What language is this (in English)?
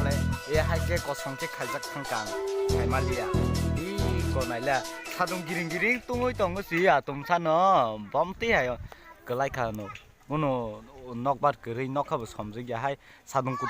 Kok Borok